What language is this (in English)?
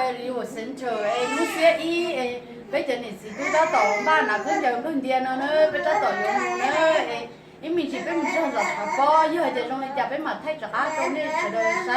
Hmong